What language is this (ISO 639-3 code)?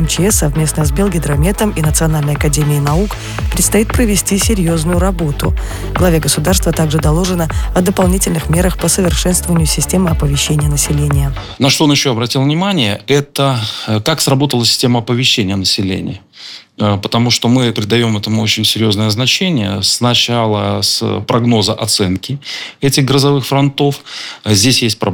rus